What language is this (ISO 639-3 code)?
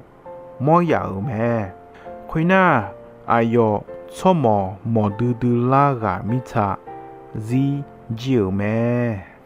ahk